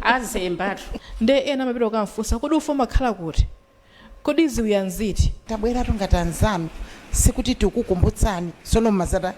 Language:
Nyanja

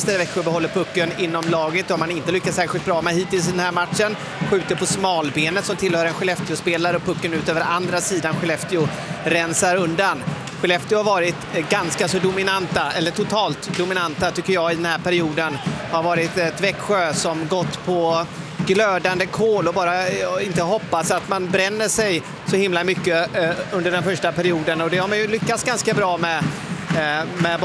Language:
Swedish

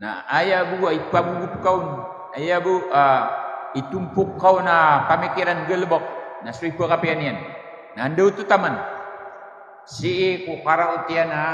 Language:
Maranao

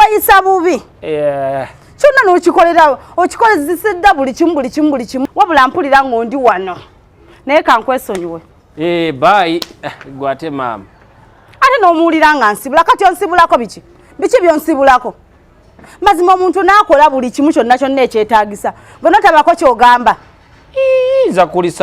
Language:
Ganda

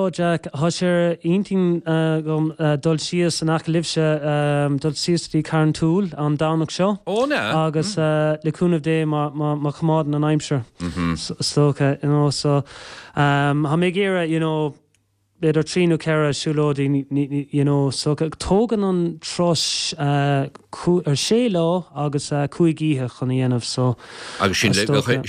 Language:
Irish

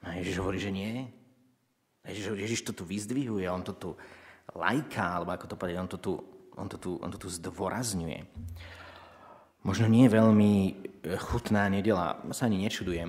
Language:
Slovak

